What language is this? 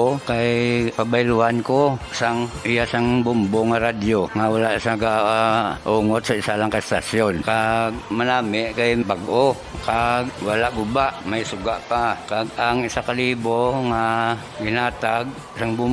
Hiligaynon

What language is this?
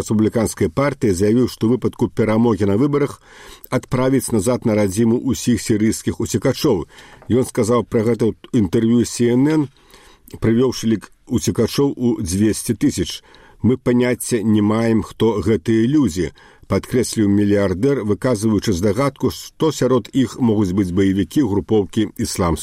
Belarusian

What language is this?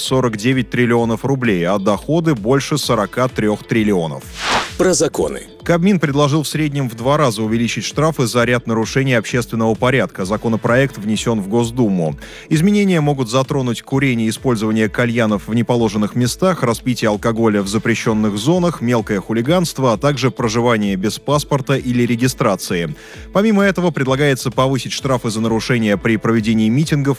Russian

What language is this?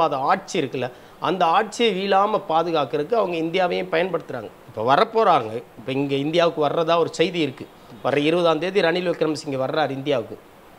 Tamil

